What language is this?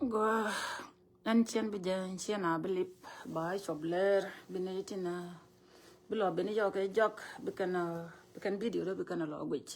Nuer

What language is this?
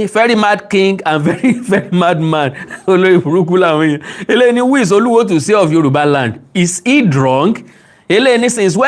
Yoruba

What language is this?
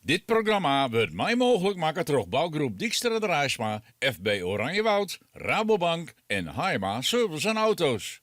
Western Frisian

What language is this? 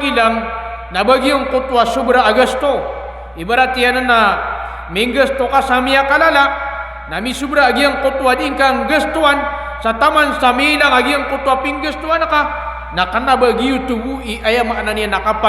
Maranao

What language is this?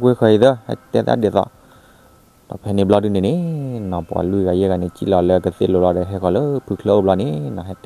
S'gaw Karen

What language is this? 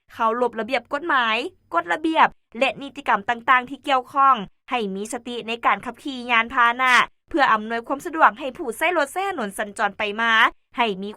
Lao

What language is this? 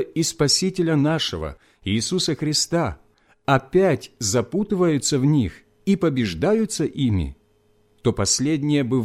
Russian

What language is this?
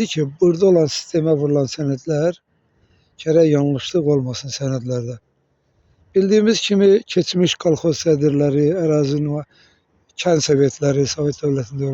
Azerbaijani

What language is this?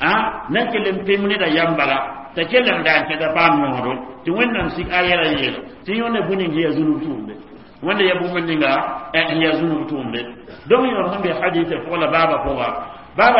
Mossi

